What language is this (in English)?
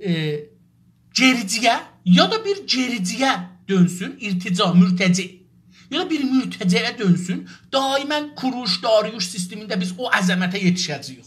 South Azerbaijani